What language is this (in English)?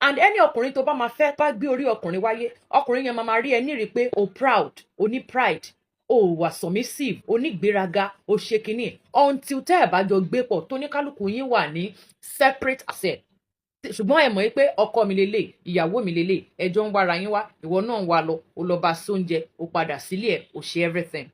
Yoruba